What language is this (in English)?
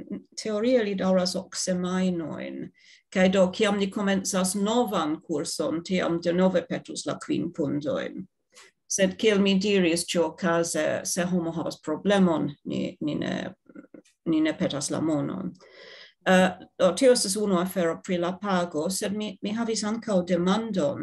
Esperanto